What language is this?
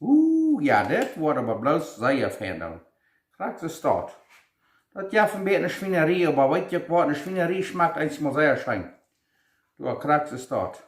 Plautdietsch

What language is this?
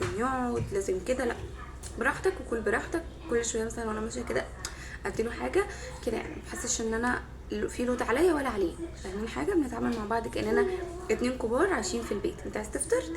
Egyptian Arabic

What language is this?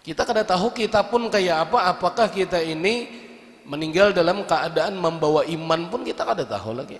Banjar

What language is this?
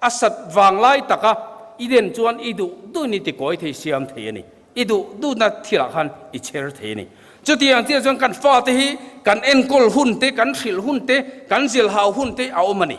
Mizo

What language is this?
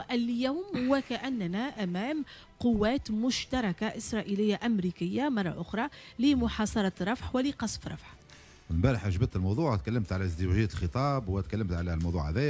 Tunisian Arabic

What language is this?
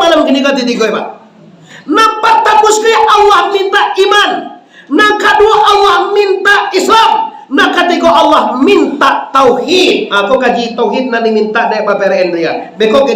Minangkabau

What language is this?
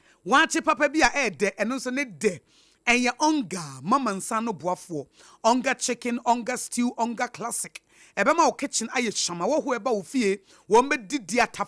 Akan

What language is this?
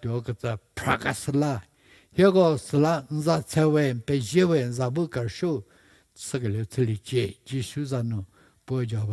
Angami Naga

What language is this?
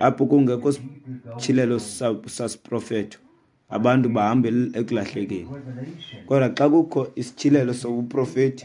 Xhosa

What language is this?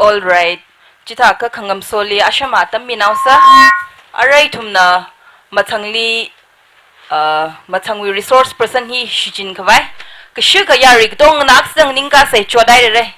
Tangkhul Naga (India)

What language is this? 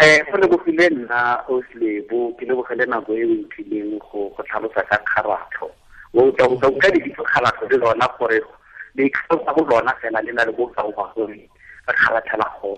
Tswana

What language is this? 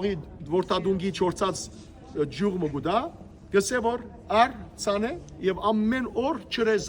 Western Armenian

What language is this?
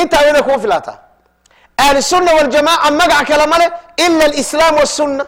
Somali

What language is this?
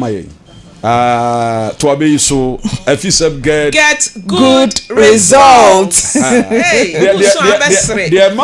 Akan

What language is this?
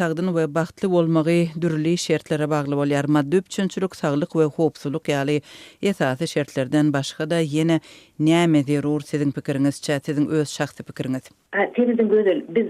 Turkmen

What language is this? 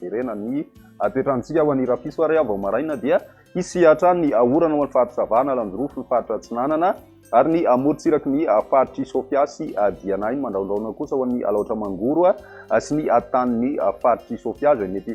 Malagasy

